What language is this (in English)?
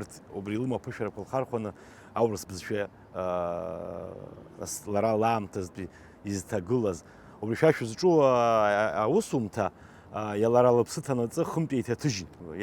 Abkhazian